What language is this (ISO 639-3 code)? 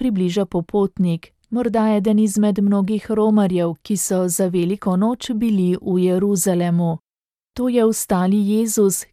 slv